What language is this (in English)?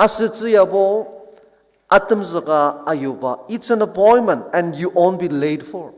Ao Naga